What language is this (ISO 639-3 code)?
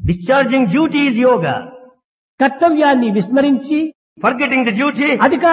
tel